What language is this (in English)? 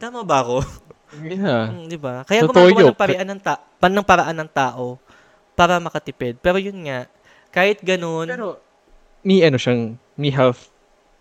Filipino